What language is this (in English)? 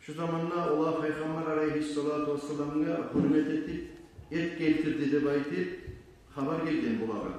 Kumyk